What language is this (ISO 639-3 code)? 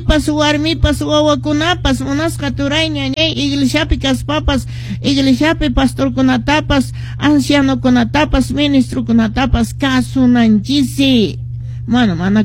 que